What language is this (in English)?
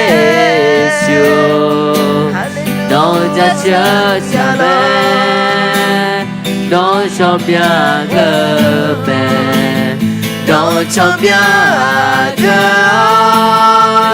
Akha